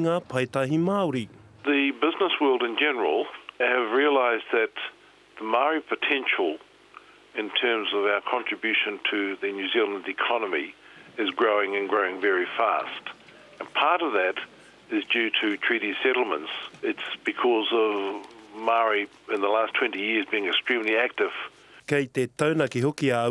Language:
Māori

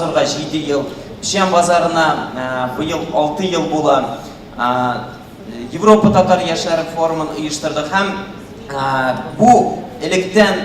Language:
Tatar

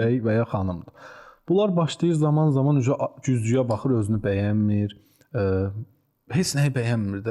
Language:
Azerbaijani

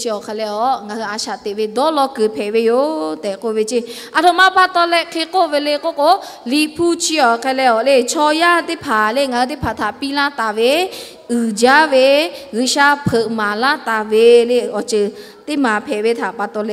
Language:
Lahu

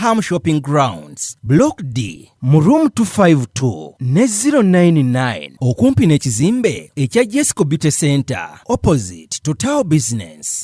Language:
Ganda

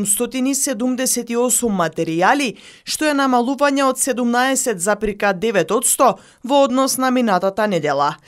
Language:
Macedonian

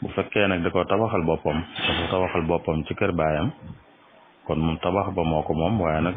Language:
Wolof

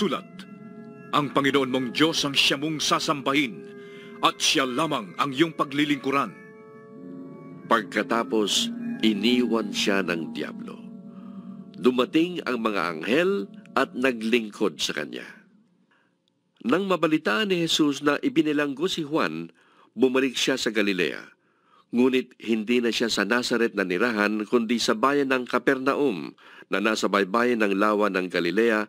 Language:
Filipino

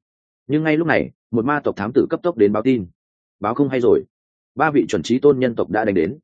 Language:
Vietnamese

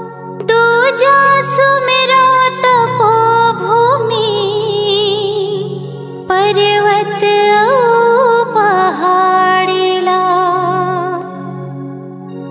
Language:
Chhattisgarhi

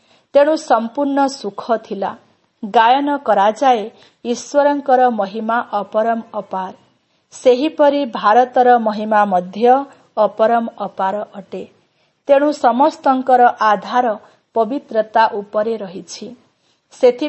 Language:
Odia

